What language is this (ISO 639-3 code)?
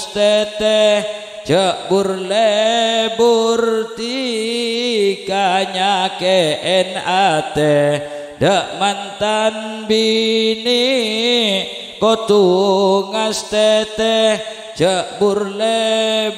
mad